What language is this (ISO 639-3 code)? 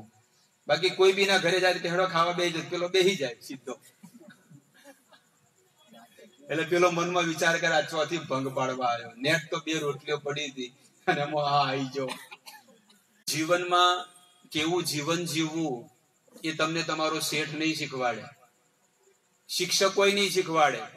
guj